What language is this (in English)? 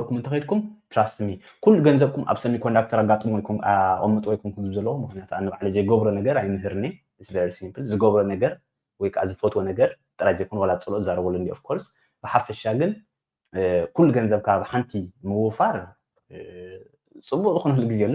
Tigrinya